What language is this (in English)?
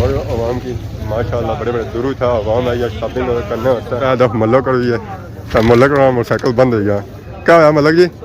Pahari-Potwari